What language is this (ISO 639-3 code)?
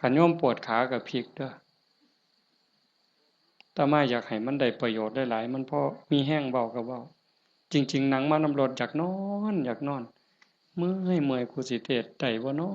tts